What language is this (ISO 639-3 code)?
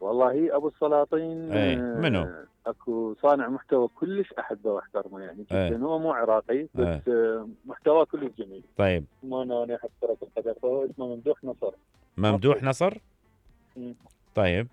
acm